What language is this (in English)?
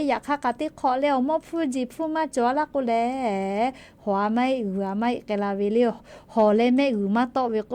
Lahu